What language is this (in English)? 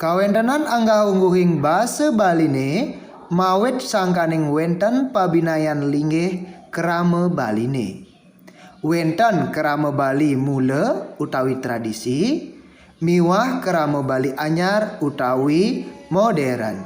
Balinese